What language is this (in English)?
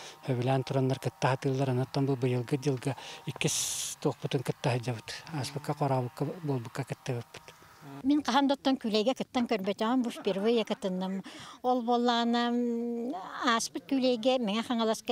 Yakut